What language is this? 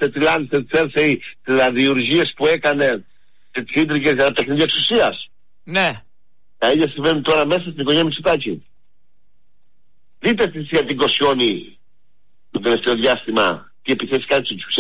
Greek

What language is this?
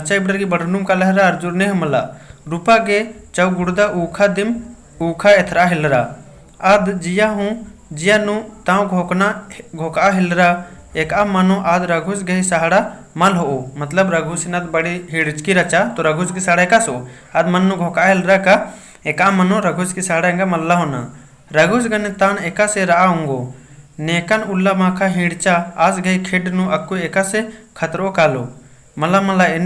Kurukh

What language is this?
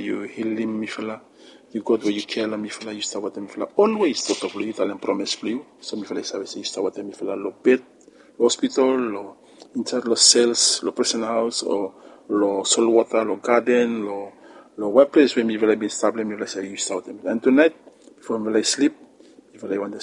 Bislama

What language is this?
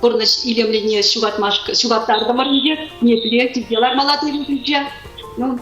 Chuvash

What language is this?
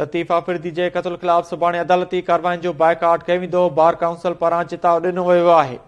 Sindhi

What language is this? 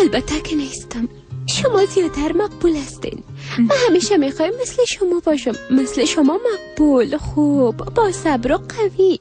Persian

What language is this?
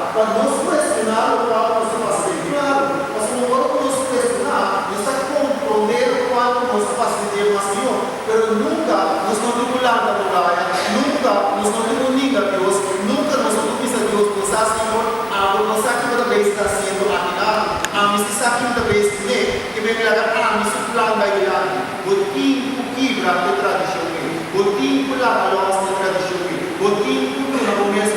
Papiamento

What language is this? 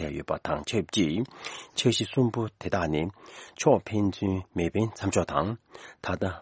Tibetan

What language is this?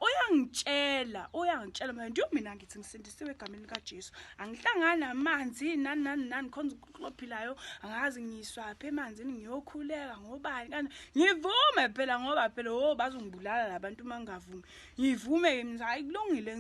Zulu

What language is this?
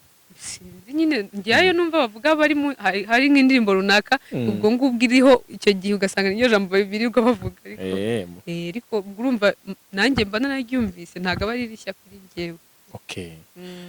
Kinyarwanda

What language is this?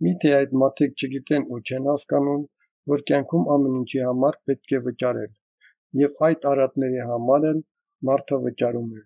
Armenian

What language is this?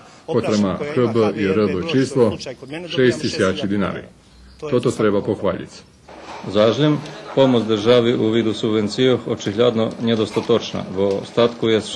Rusyn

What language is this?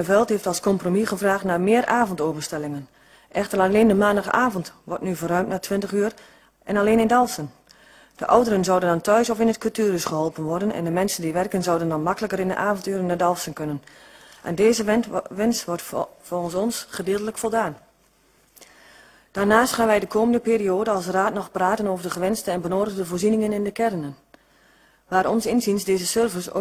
Dutch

